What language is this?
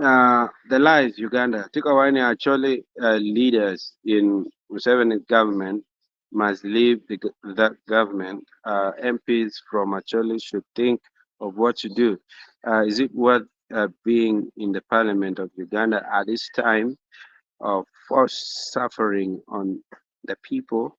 Acoli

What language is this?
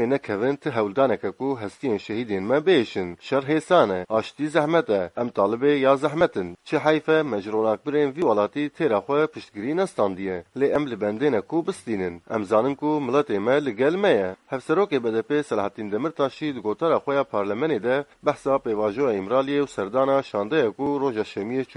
Kurdish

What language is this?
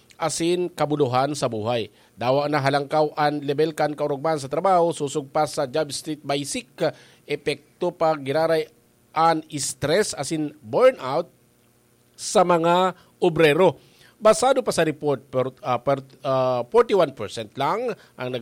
Bikol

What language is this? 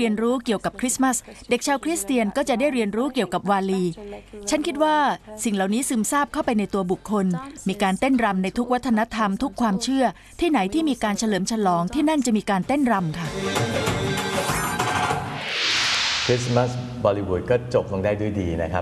Thai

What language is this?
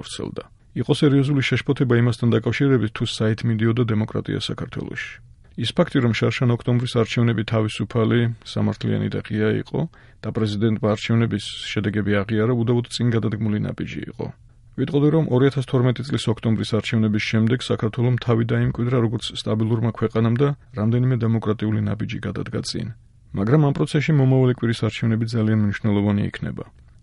Georgian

